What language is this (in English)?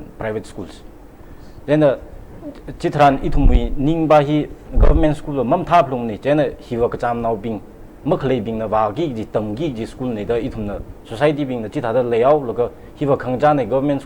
Tangkhul Naga (India)